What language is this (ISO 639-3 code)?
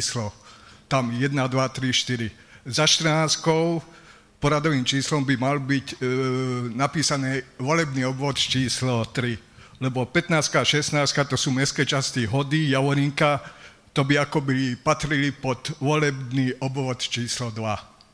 slk